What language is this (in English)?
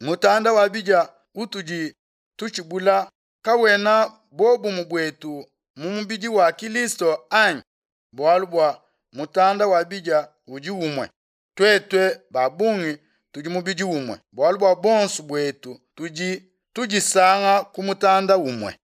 Luba-Lulua